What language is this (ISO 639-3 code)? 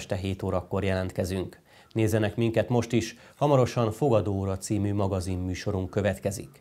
hun